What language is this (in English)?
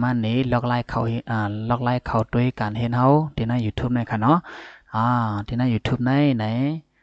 Shan